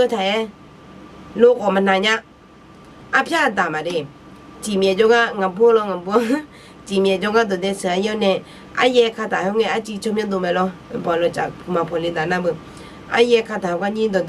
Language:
Akha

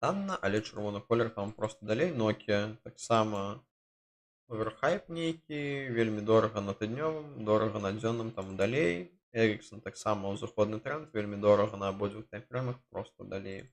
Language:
Belarusian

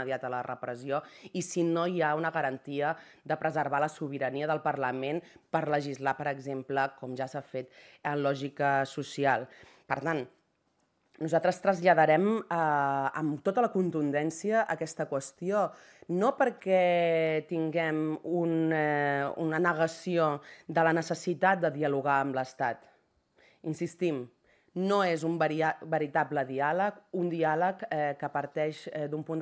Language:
Catalan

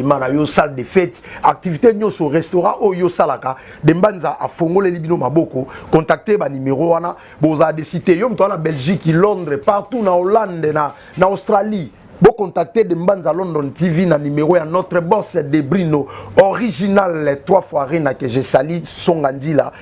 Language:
Lingala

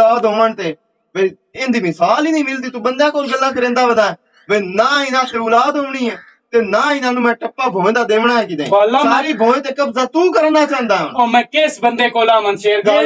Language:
Western Panjabi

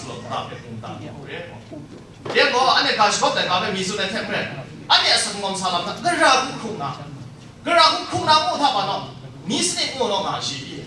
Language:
Kachin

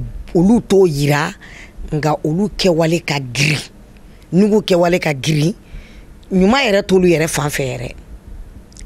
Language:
Bambara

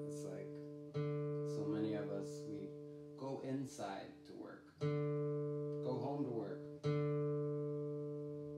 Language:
English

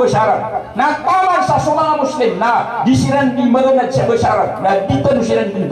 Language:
Maranao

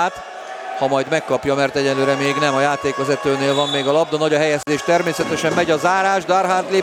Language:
Hungarian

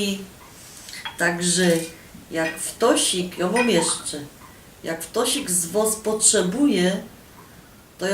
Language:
Silesian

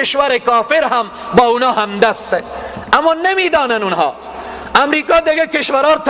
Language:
Persian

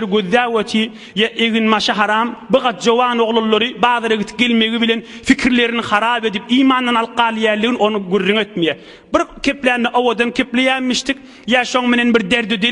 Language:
Turkmen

